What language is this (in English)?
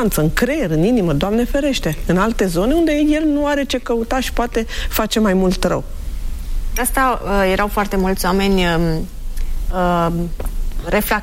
Romanian